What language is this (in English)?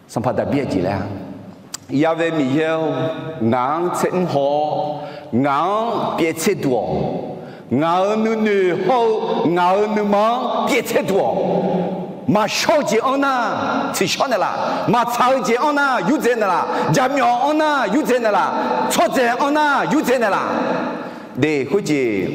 Akha